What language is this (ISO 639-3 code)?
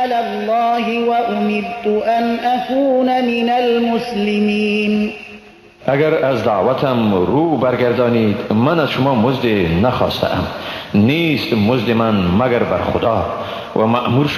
fas